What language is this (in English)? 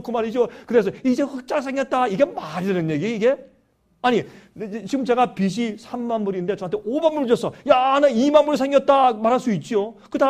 Korean